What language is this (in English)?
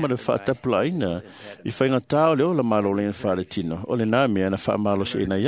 Samoan